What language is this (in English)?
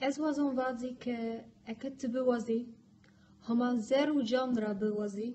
Zaza